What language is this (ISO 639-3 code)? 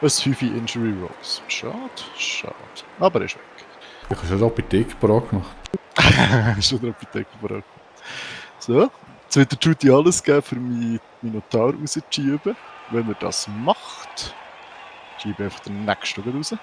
gsw